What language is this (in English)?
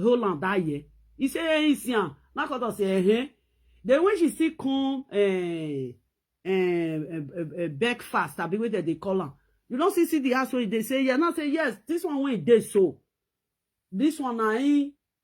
Nigerian Pidgin